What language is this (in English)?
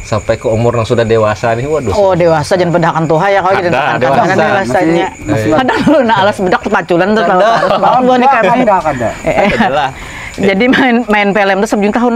Banjar